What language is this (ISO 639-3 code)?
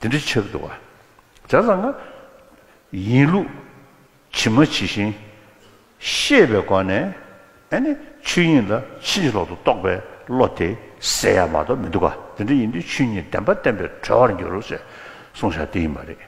bod